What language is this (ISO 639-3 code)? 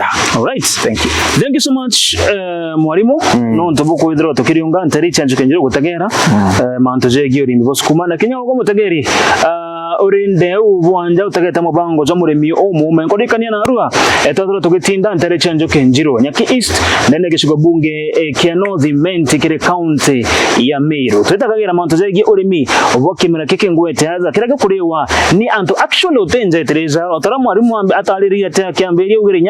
mer